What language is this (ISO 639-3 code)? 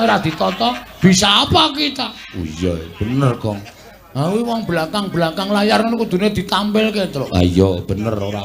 jav